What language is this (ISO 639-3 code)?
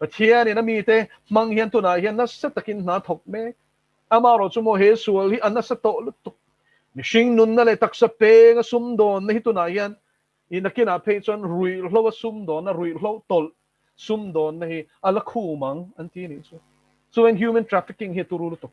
lus